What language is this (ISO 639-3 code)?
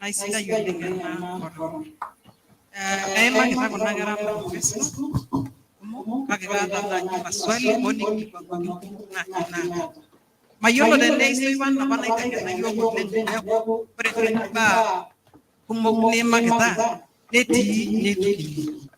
mas